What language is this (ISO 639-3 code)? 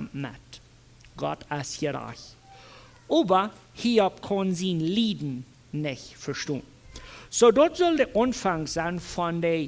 pdt